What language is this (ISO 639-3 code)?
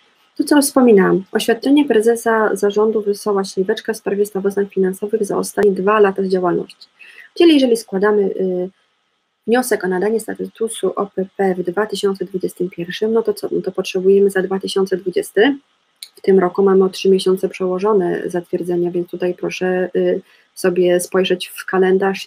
pol